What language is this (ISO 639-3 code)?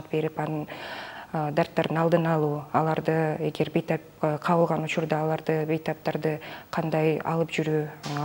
kir